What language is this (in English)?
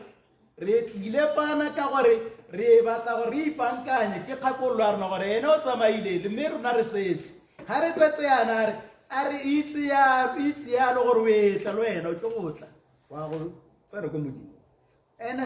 Tswana